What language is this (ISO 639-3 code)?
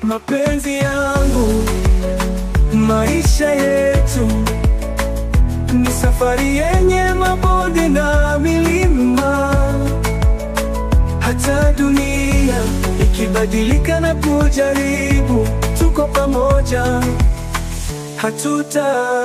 swa